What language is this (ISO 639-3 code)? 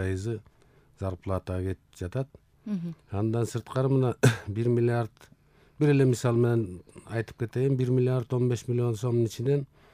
kir